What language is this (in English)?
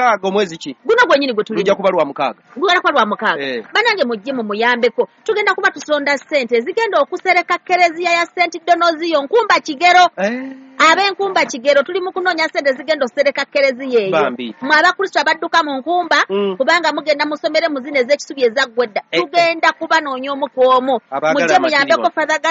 Ganda